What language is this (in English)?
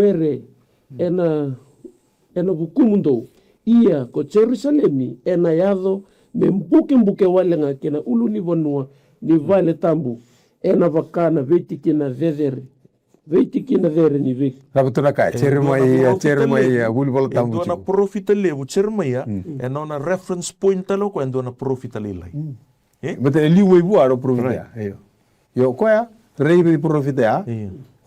Fijian